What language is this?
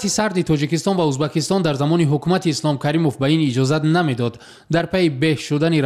Tajik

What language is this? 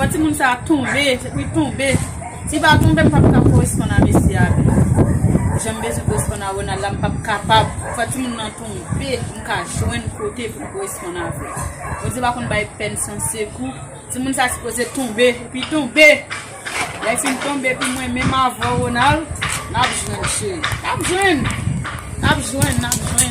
Haitian Creole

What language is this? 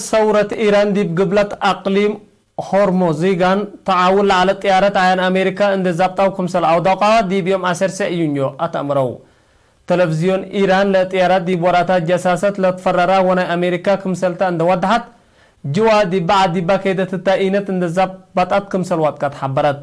Tigre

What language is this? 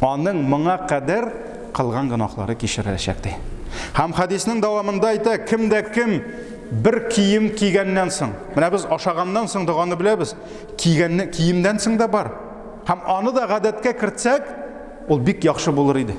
Tatar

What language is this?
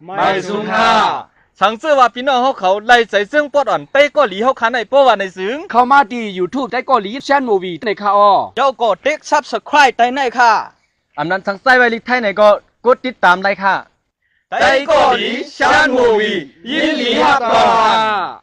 Shan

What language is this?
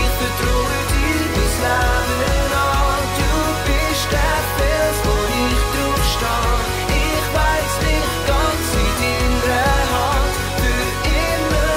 Swiss German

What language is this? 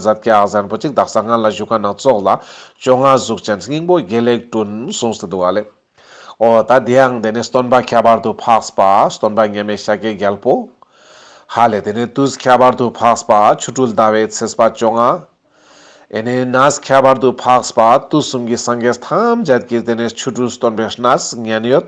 Ladakhi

